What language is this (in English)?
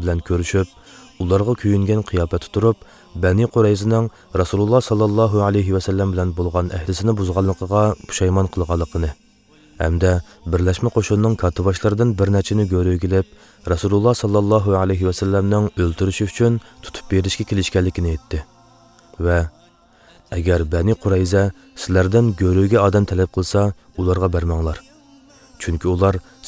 Uyghur